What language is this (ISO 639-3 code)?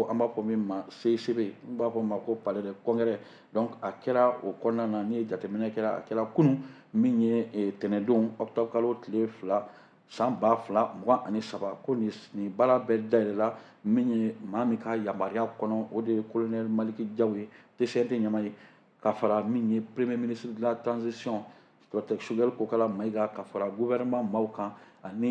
bam